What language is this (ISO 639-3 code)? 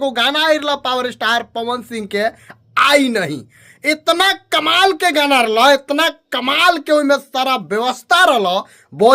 bho